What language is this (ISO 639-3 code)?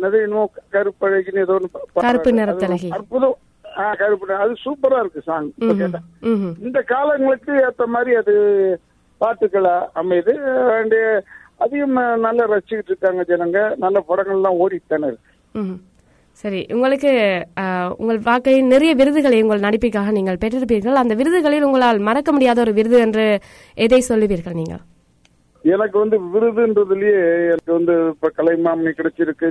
tam